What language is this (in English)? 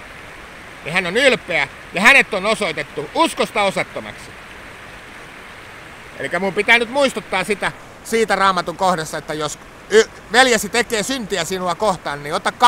Finnish